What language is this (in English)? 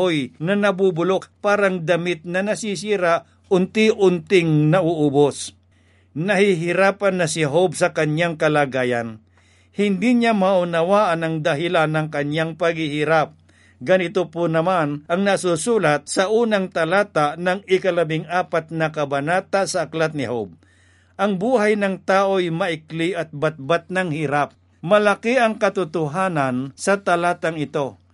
Filipino